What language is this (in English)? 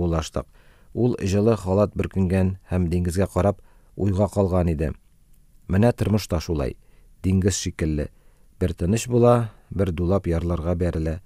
Tatar